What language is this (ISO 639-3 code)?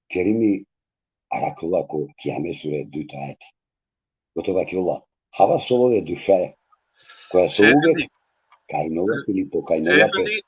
rmn